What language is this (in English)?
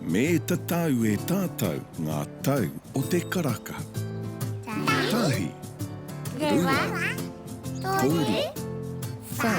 Māori